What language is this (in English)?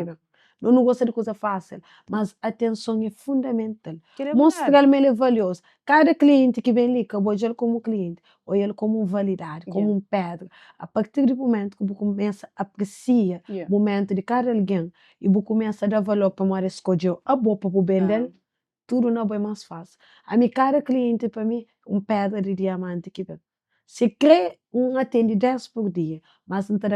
Kabuverdianu